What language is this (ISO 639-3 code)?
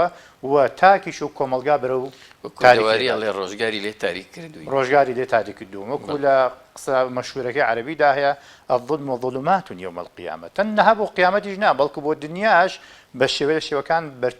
ckb